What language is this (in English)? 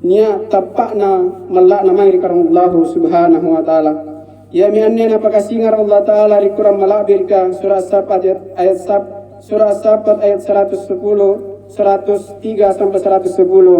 Makasar